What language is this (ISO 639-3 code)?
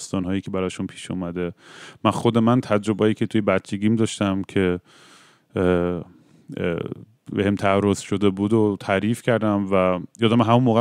fas